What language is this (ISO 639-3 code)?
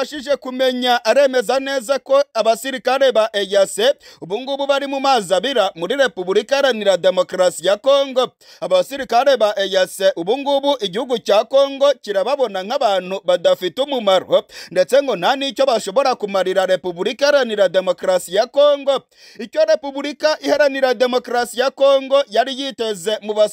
kin